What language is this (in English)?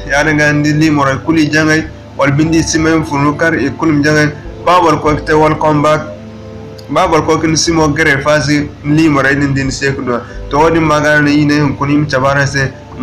Zarma